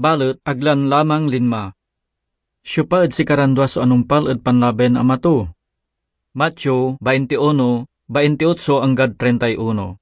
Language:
Pangasinan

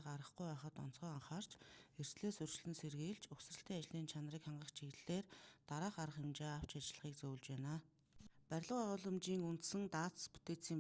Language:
Mongolian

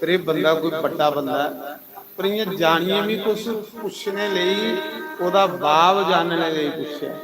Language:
Dogri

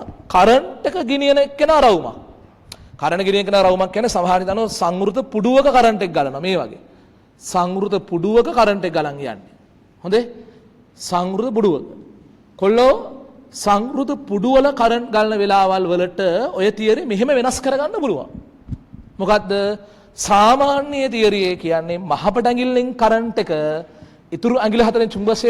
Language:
Sinhala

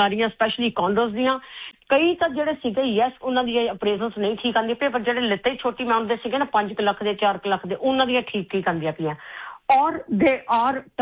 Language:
Punjabi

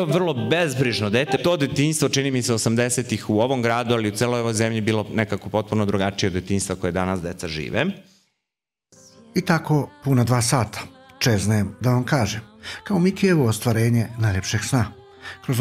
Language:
Serbian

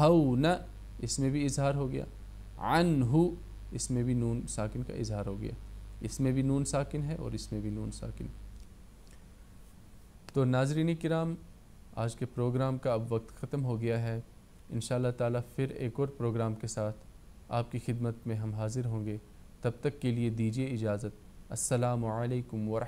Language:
Urdu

